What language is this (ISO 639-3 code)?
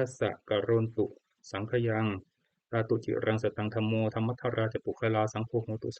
pli